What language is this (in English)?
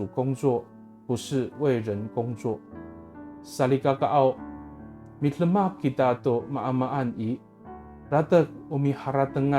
Amis